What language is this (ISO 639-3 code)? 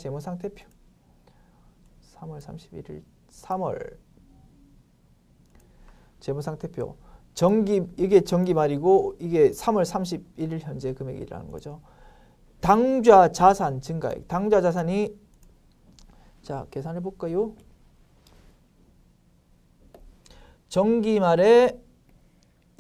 kor